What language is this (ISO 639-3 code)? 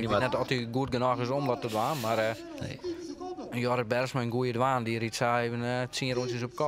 fry